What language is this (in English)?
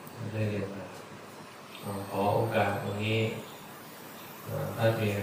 Thai